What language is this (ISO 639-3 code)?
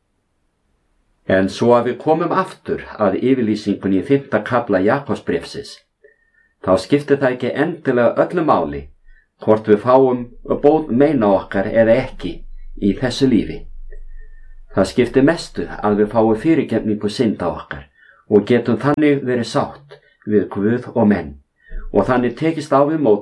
isl